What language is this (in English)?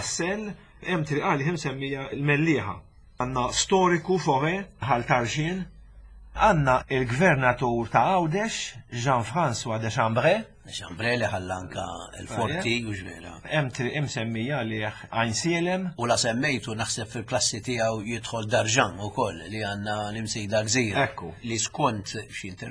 Maltese